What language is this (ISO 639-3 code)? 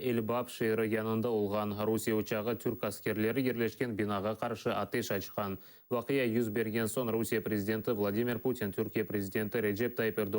crh